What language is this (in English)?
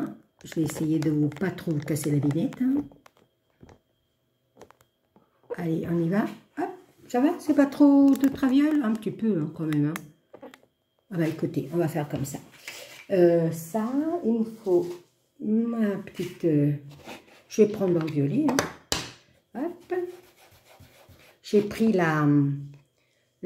French